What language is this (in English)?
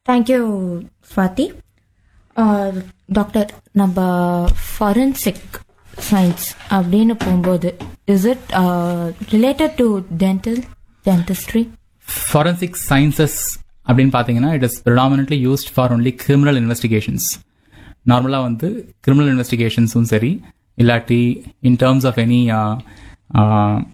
Tamil